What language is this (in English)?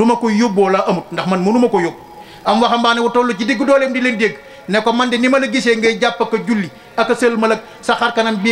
Wolof